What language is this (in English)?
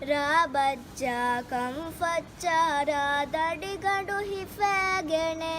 Divehi